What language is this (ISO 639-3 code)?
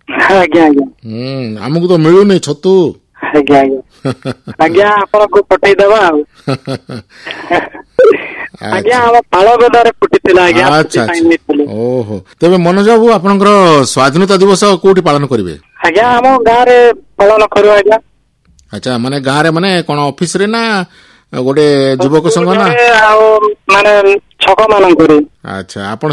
ori